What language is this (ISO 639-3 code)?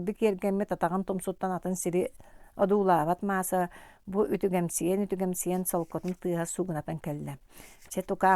sah